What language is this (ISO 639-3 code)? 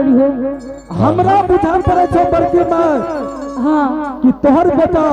anp